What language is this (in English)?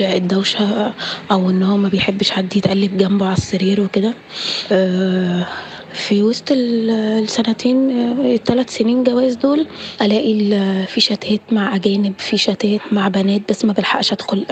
Egyptian Arabic